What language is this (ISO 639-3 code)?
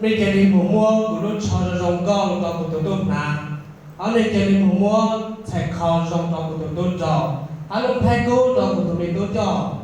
hmn